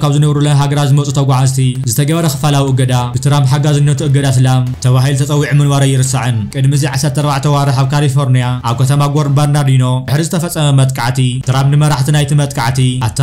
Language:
Tigrinya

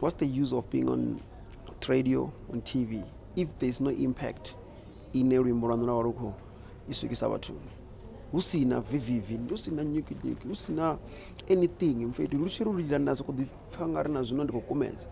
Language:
Venda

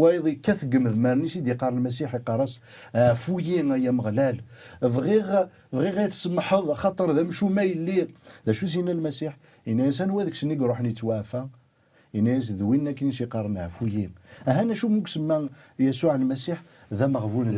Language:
Kabyle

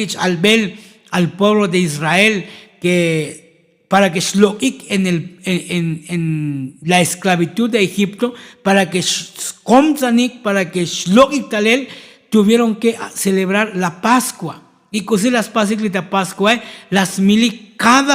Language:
Tzotzil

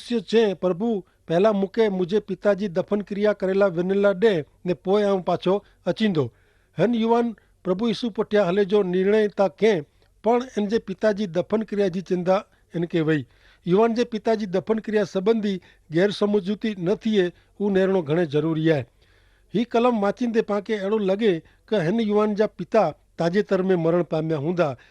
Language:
Kachhi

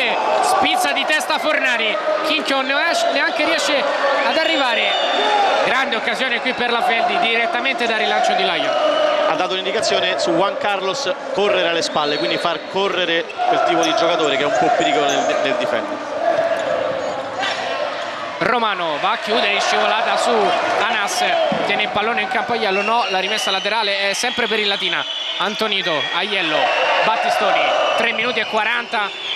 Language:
Italian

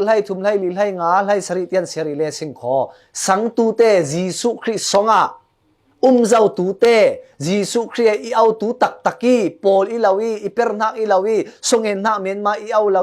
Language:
Falam Chin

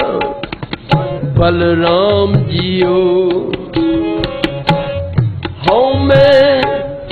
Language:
Punjabi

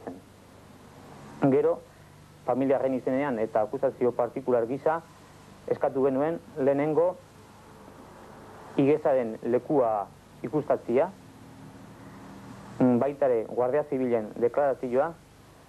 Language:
Basque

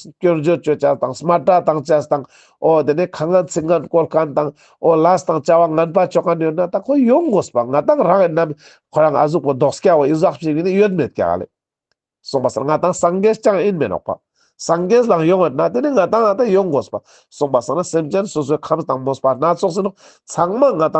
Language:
Ladakhi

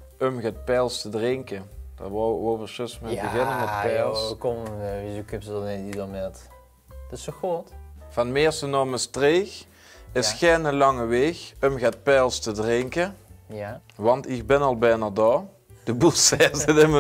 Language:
Limburgish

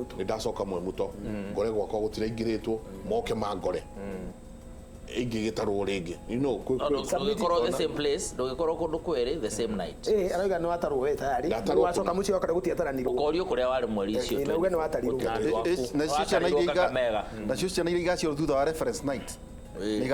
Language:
Kikuyu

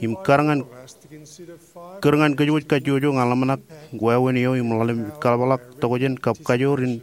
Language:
Marshallese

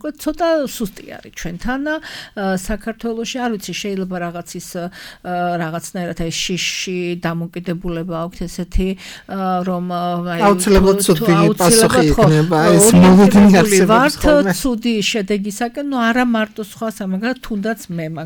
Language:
Georgian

